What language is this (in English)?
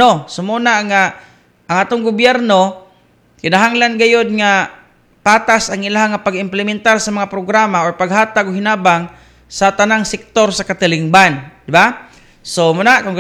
Cebuano